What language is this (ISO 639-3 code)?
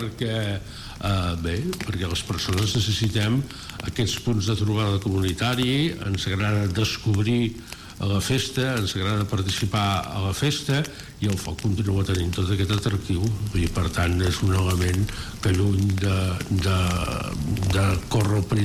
cat